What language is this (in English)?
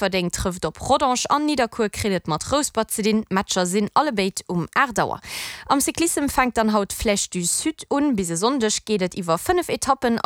Luxembourgish